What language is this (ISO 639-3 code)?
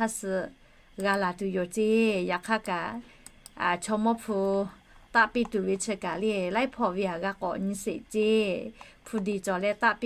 lhu